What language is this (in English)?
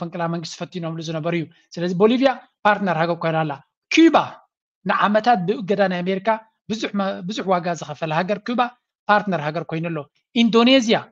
Tigrinya